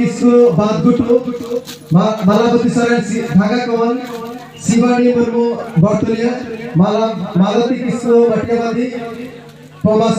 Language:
Santali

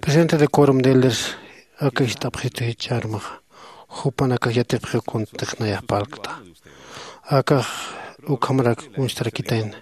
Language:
Aymara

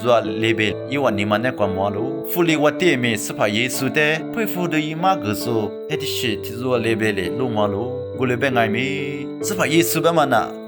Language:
Lisu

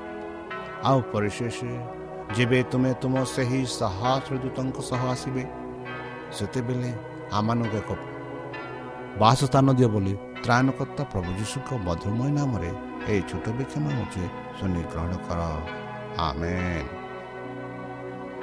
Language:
Odia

